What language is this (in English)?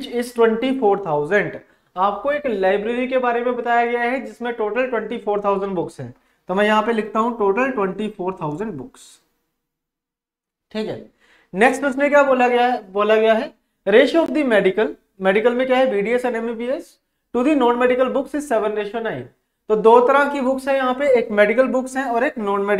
Hindi